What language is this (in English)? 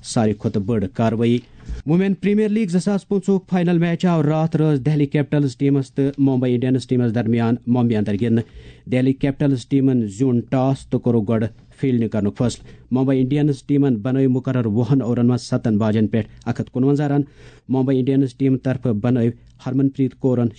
Kashmiri